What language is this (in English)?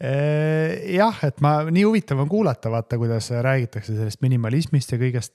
Estonian